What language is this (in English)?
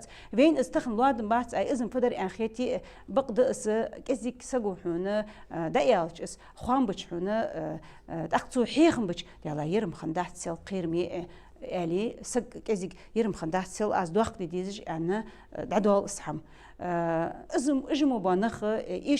Ingush